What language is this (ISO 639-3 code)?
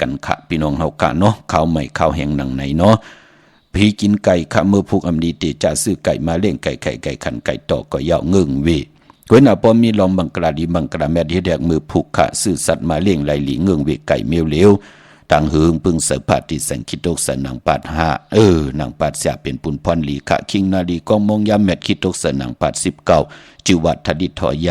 shn